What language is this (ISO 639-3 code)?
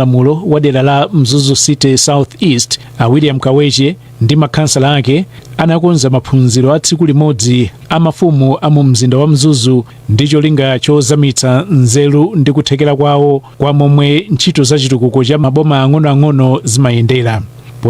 nya